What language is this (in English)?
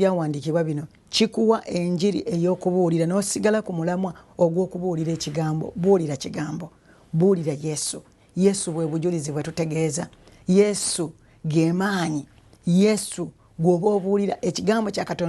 Ganda